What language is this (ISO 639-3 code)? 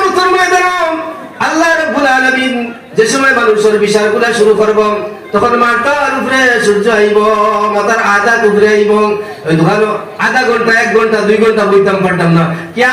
syl